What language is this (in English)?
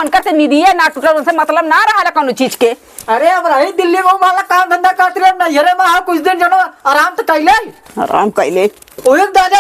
Awadhi